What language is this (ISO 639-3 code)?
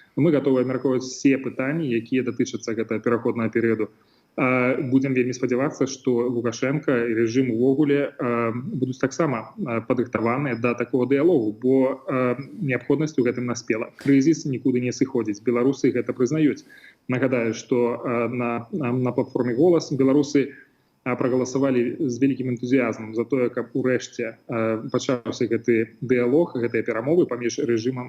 bel